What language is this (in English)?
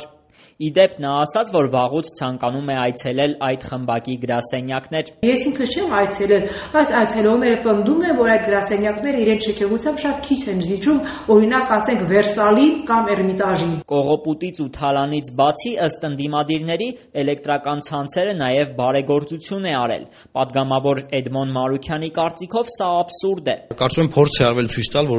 Armenian